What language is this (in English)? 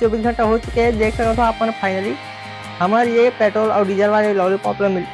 Chhattisgarhi